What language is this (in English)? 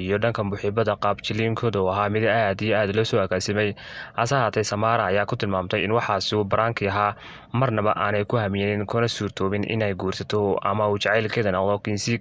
Somali